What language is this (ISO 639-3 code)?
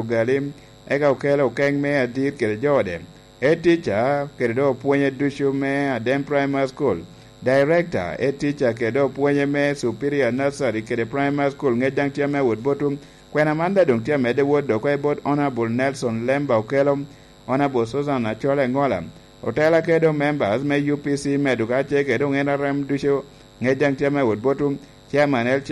laj